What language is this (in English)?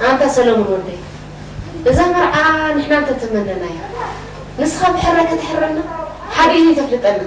Tigrinya